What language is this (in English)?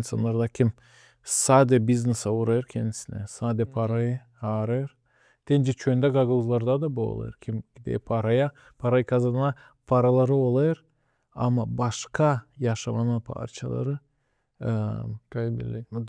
Gagauz